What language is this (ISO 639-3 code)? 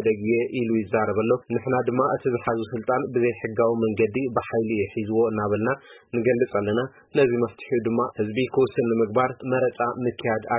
tir